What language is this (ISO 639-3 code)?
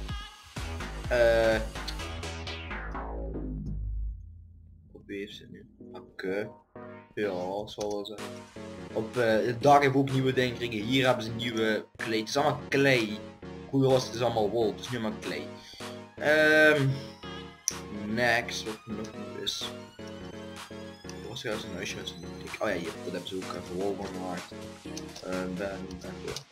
nld